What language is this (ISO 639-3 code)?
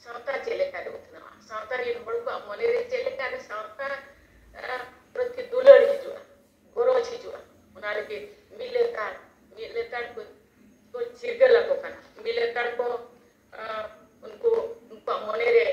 sat